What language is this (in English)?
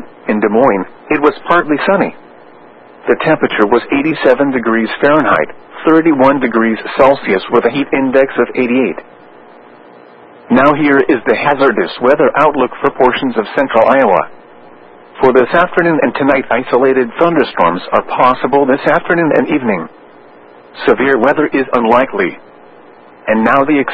English